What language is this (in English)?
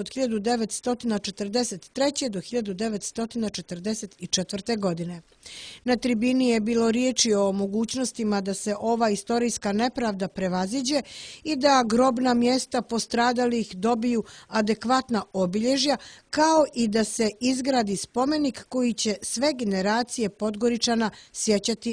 Serbian